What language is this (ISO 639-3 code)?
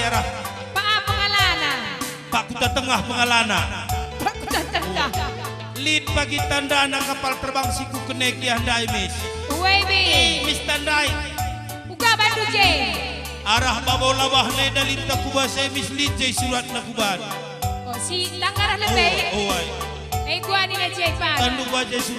btx